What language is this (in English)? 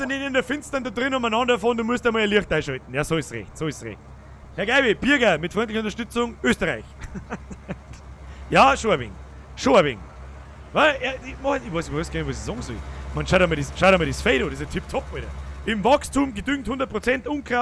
Bavarian